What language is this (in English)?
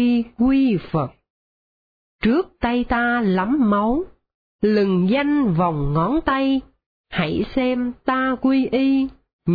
Vietnamese